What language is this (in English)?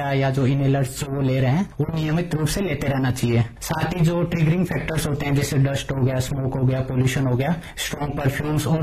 Hindi